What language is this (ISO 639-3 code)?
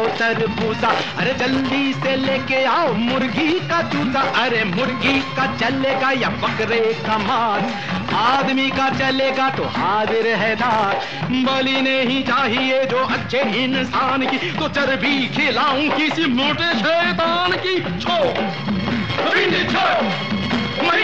hin